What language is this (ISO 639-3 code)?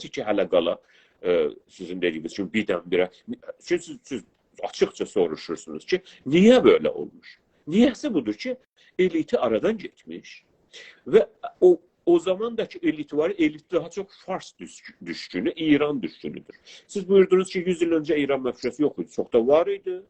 azb